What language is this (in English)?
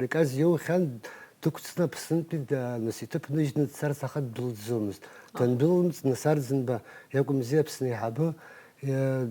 Abkhazian